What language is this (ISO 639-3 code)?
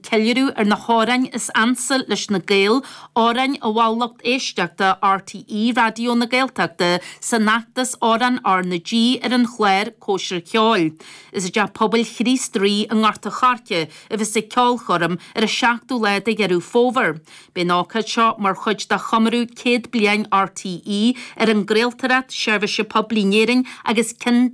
gle